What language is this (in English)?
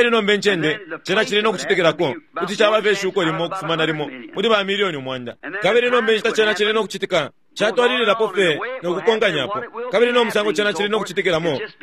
Bemba